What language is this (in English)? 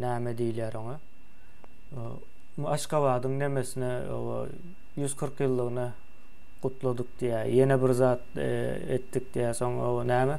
Turkmen